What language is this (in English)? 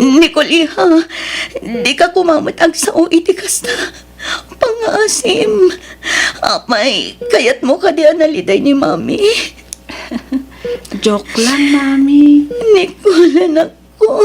Iloko